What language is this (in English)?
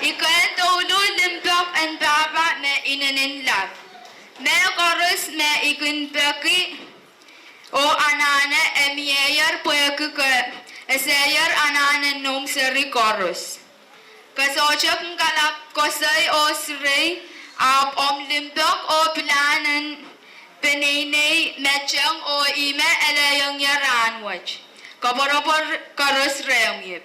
Pohnpeian